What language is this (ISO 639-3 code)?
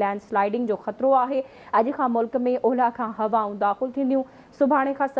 snd